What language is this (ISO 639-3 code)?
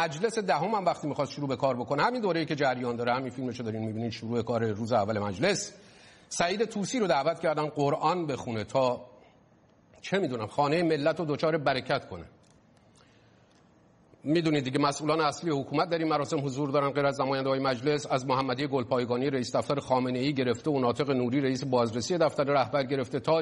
fas